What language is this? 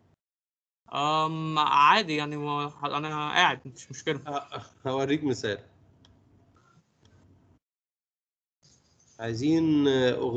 Egyptian Arabic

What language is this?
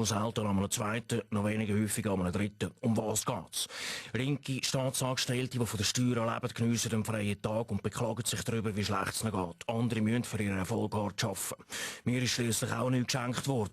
Swiss German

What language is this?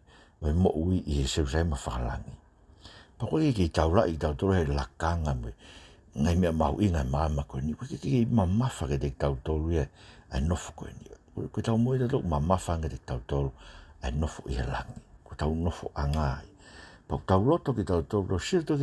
Tongan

